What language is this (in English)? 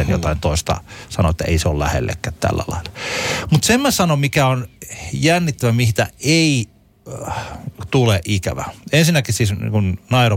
Finnish